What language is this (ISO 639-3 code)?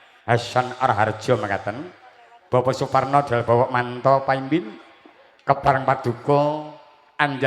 jav